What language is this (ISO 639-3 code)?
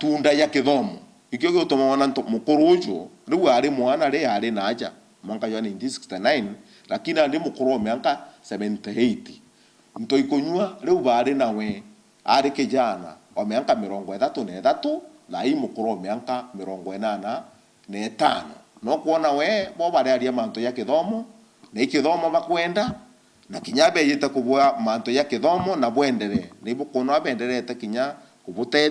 mer